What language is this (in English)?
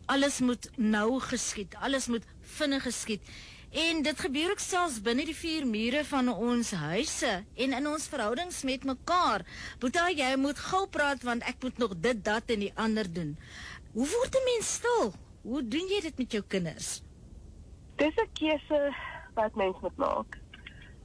Afrikaans